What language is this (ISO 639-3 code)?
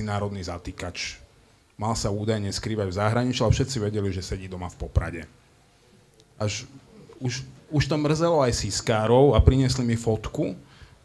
slk